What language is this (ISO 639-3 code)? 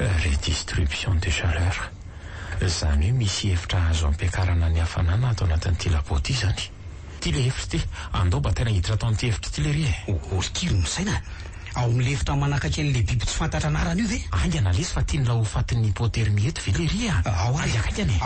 mlg